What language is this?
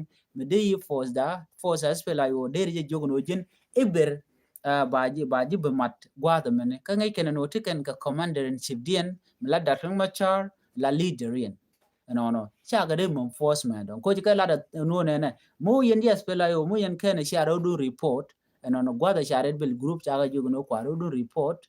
Nuer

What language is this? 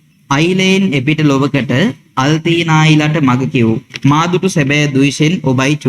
Sinhala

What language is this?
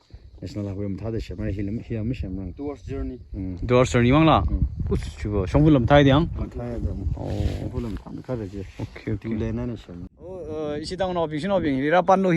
Tangkhul Naga (India)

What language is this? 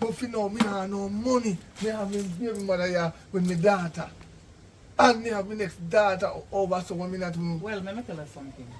Jamaican Creole English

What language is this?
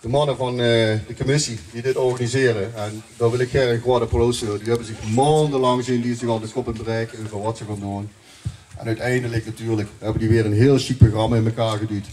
Limburgish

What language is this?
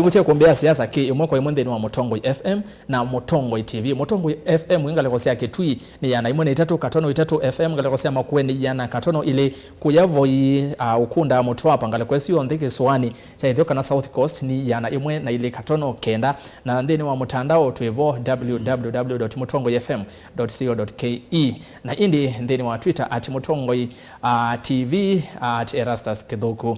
Kamba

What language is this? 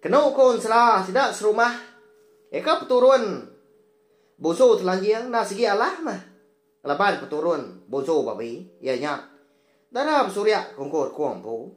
Iban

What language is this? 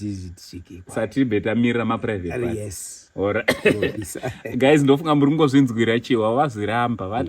Shona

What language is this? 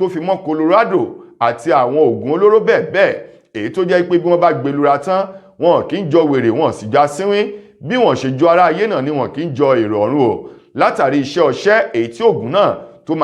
Yoruba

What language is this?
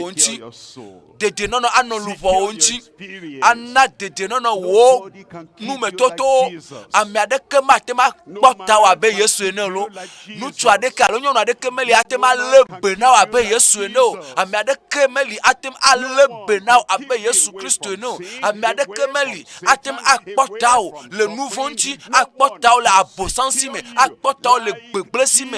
Ewe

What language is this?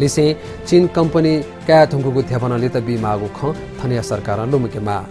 Newari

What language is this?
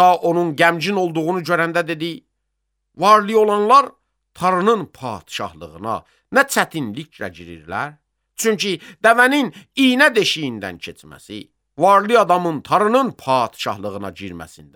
Azerbaijani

